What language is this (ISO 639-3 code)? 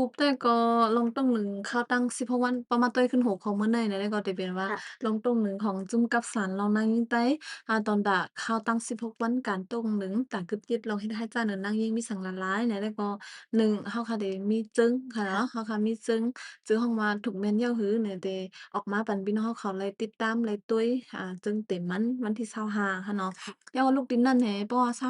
shn